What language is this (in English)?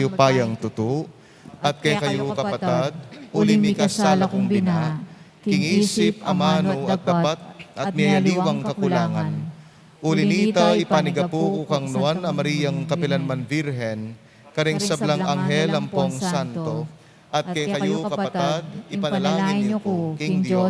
Pampanga